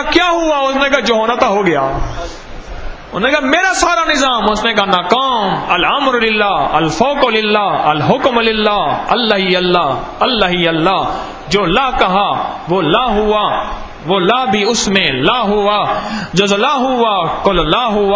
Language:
Urdu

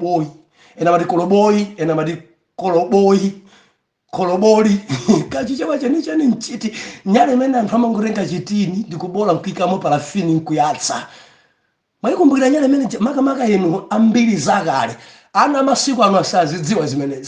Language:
Nyanja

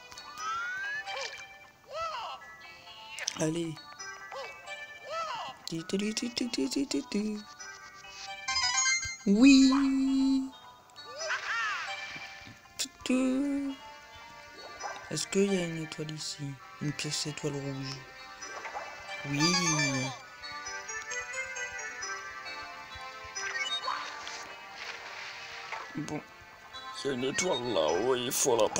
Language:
French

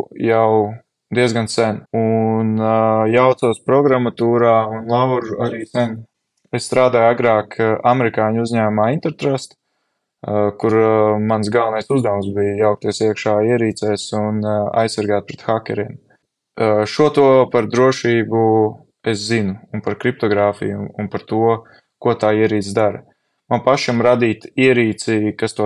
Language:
Latvian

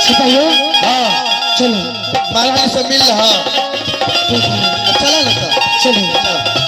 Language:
Maithili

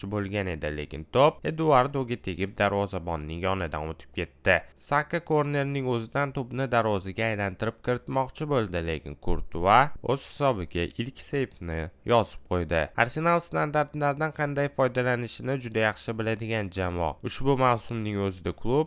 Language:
Uzbek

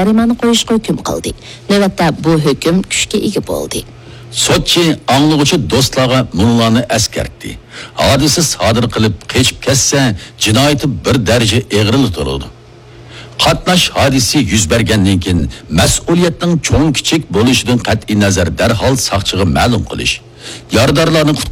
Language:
Uyghur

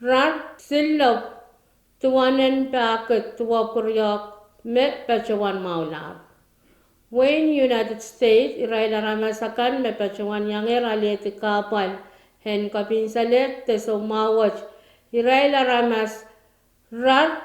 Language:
Pohnpeian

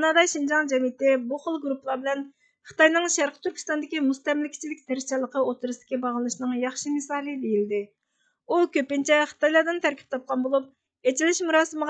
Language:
Uyghur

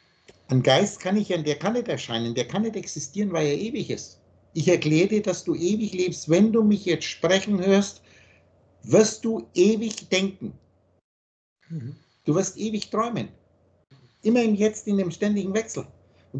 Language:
German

